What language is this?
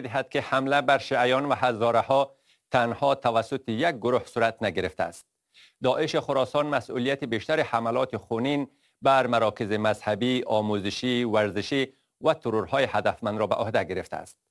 Persian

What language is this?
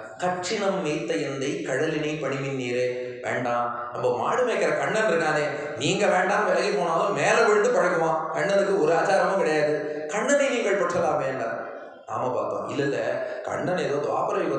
Tamil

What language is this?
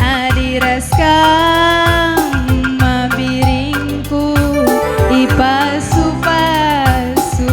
Batak Karo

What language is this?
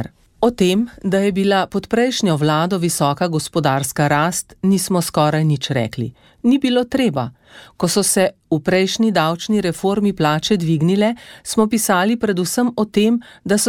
Slovenian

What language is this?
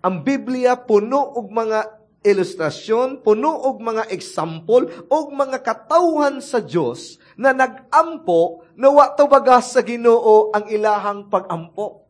Cebuano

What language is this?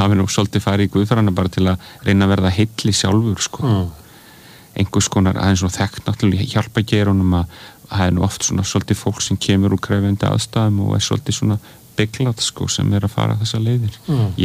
Icelandic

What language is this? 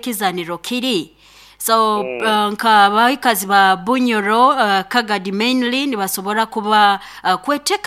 Nyankole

